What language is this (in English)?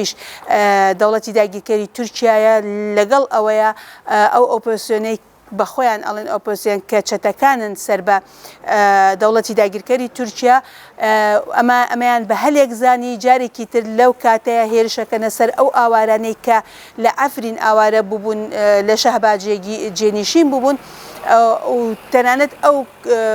Central Kurdish